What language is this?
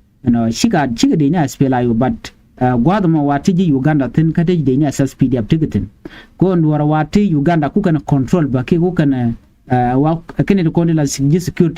Nuer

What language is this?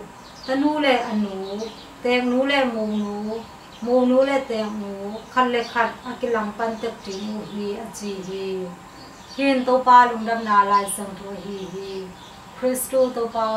Tedim Chin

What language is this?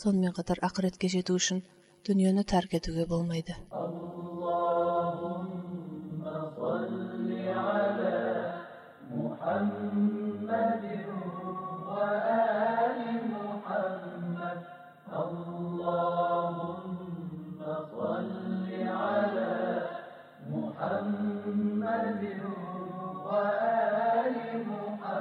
Kazakh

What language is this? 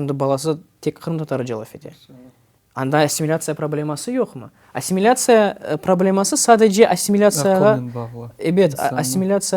Crimean Tatar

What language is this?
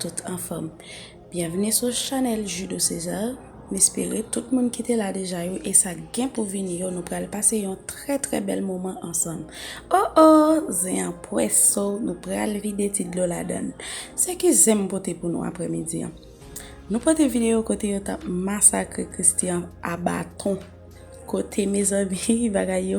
Haitian Creole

